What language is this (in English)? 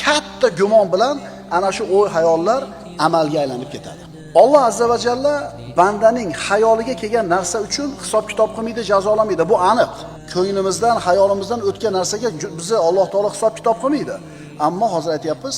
Uzbek